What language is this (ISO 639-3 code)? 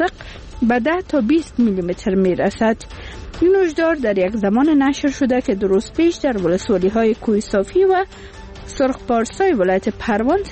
fas